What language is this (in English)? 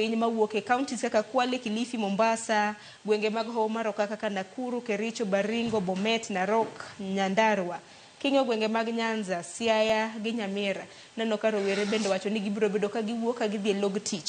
Luo (Kenya and Tanzania)